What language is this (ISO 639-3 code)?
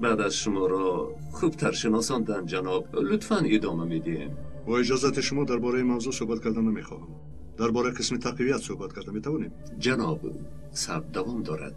tgk